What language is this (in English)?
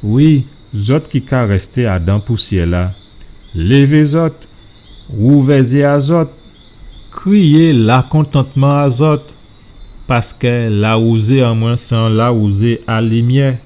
Guadeloupean Creole French